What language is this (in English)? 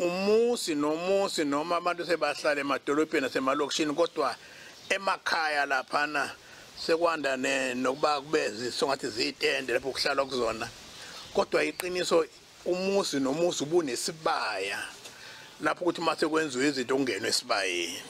Zulu